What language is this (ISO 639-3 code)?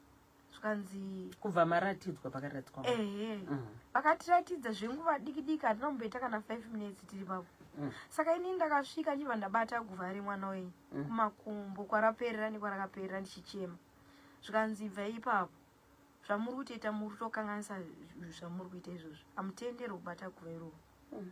sna